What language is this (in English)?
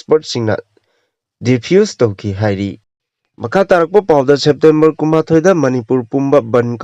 Manipuri